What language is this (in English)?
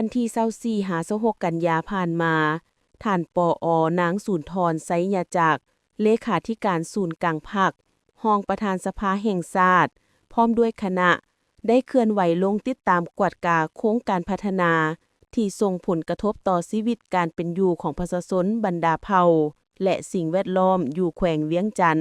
Lao